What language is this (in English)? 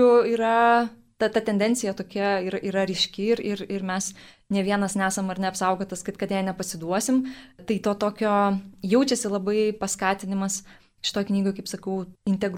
Lithuanian